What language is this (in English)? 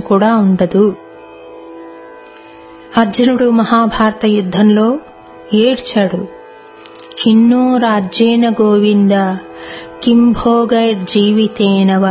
Telugu